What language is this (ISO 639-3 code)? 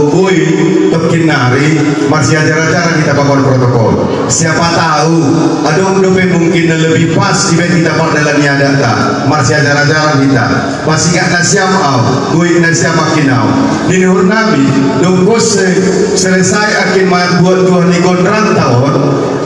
bbc